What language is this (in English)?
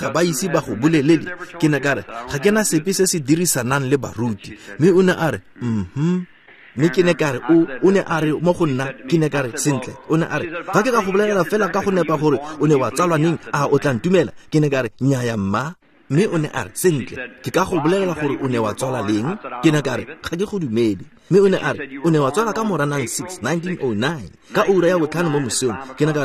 Tswana